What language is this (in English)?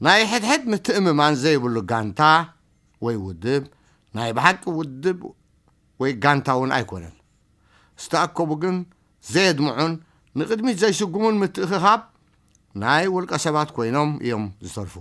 Tigrinya